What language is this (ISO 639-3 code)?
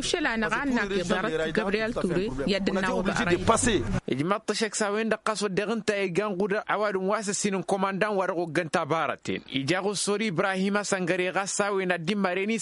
taq